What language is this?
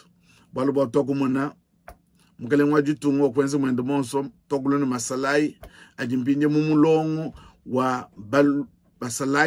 Luba-Lulua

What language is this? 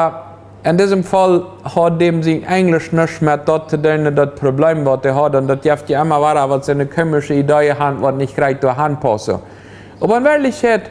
Plautdietsch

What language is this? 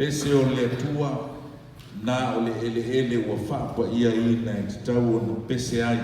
Samoan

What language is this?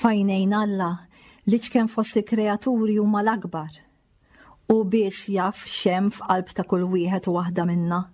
Maltese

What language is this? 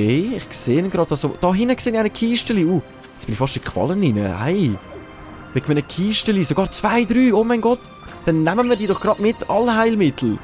Swiss German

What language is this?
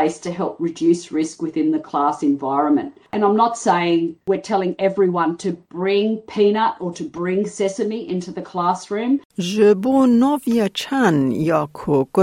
Kurdish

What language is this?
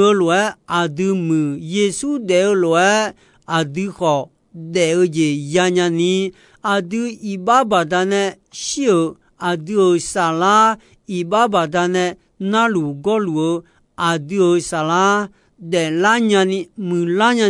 Akha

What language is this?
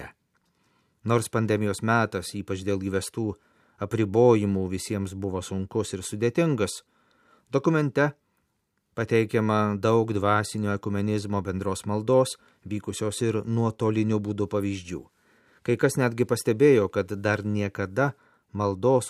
Lithuanian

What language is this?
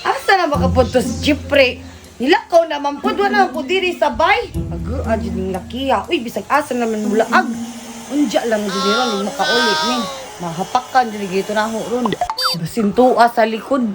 Cebuano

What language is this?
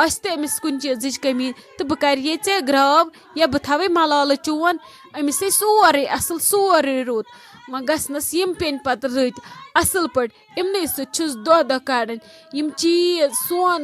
Kashmiri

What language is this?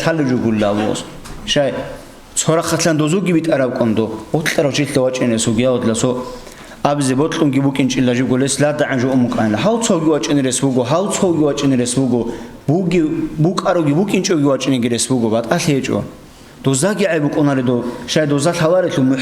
Avaric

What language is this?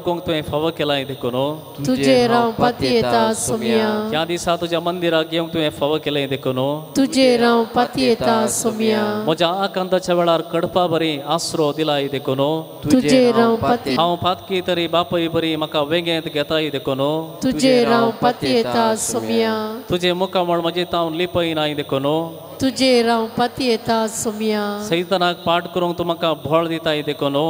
Konkani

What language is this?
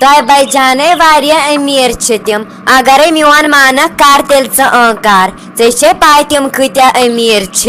Kashmiri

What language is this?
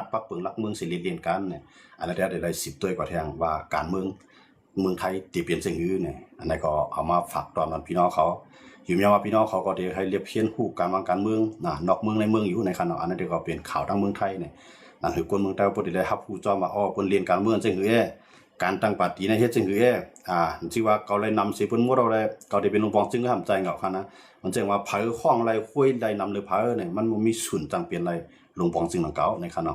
Shan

